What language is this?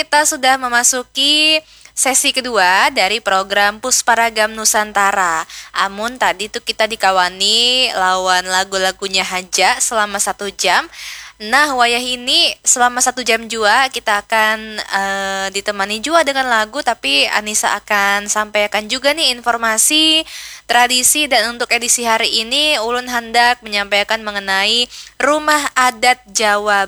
Banjar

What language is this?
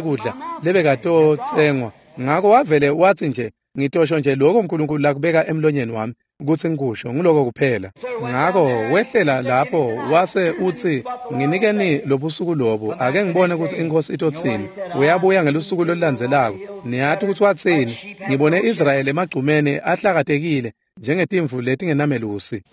Swati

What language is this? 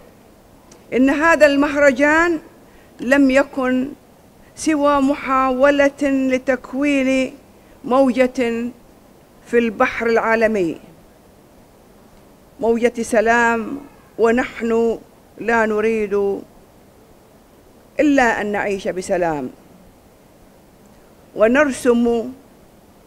Arabic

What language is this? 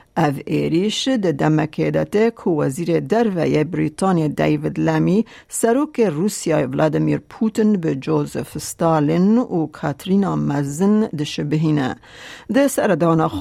Kurdish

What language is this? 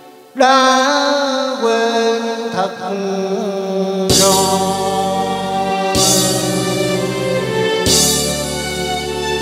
Vietnamese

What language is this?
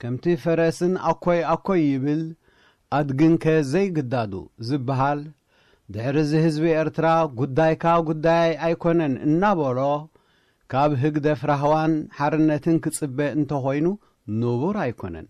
Tigrinya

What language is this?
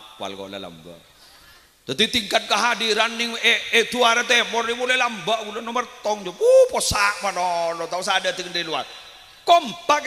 Madurese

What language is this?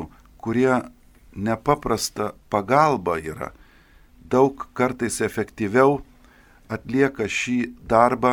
Lithuanian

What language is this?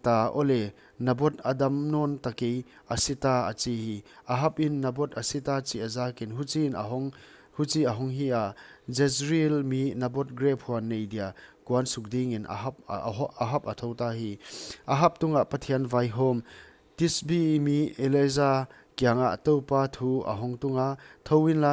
Paite Chin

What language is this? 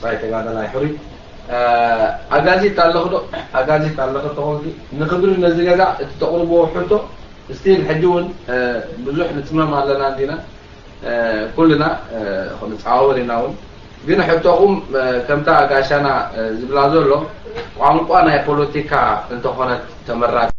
Tigrinya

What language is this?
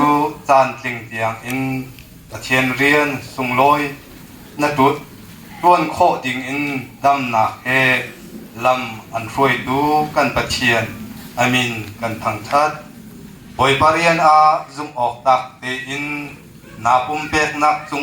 Hakha Chin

